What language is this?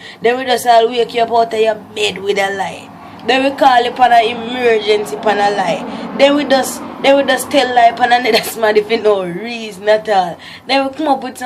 Jamaican Creole English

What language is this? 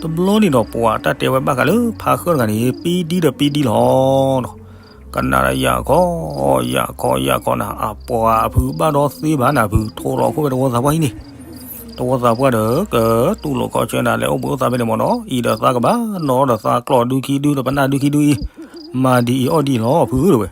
S'gaw Karen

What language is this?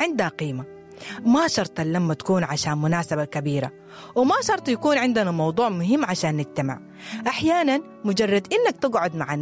Sudanese Arabic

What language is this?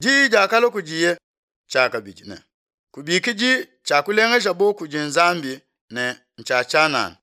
Luba-Lulua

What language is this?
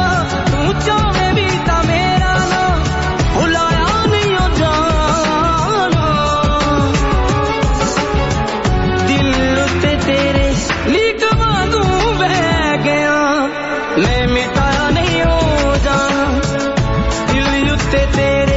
Punjabi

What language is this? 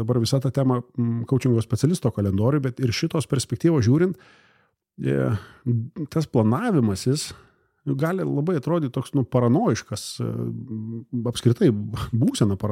Lithuanian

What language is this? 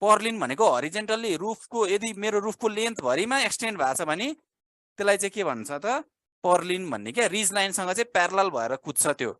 Nepali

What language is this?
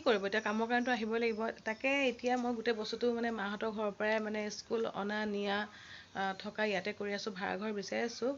Assamese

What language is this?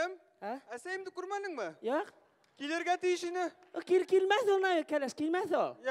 Bashkir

